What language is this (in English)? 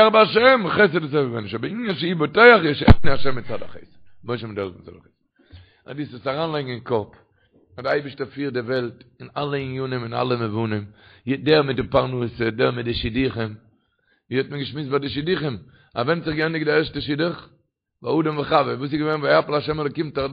Yiddish